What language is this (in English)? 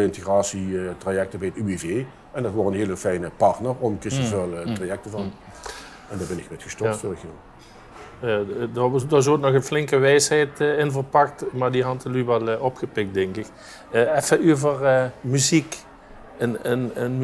Limburgish